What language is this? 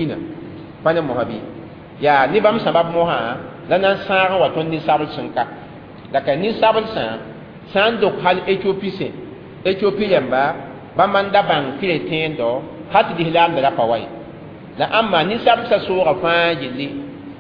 Mossi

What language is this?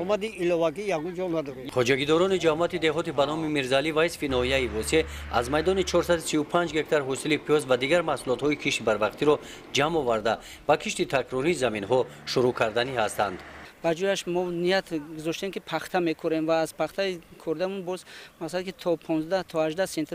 Tajik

